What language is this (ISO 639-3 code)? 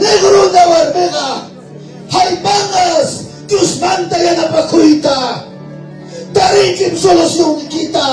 quy